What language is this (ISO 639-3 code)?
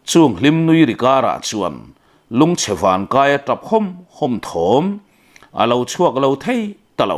lus